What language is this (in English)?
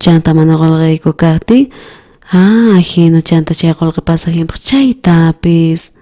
South Bolivian Quechua